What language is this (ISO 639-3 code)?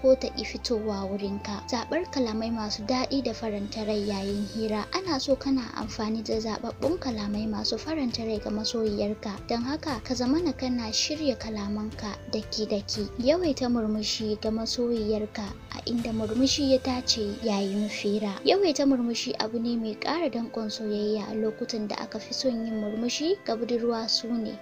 hau